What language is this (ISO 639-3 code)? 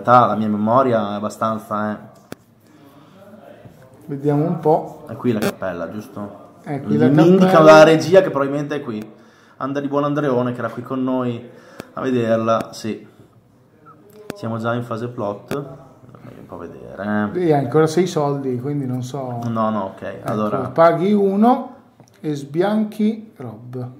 ita